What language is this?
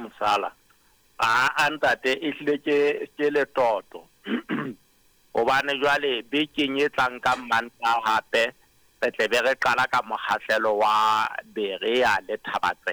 Southern Sotho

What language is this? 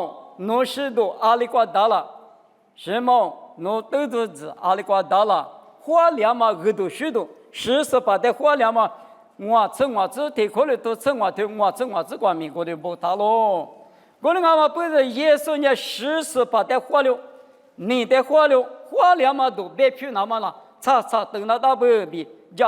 Lisu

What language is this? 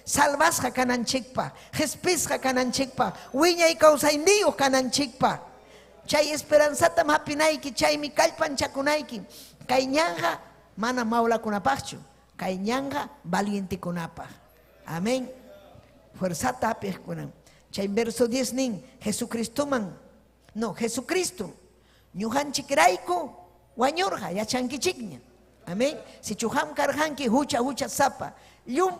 Ayacucho Quechua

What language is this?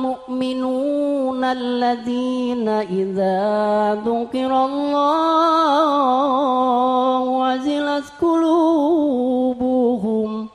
Sundanese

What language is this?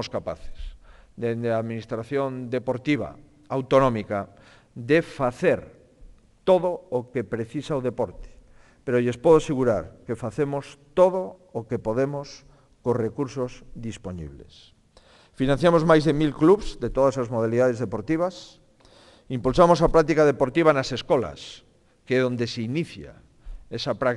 Galician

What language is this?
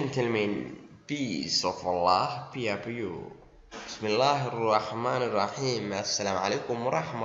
Somali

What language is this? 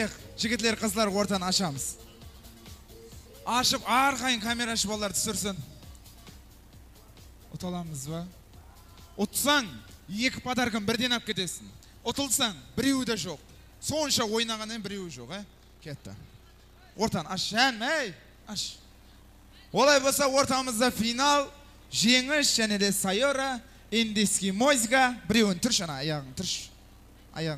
Kazakh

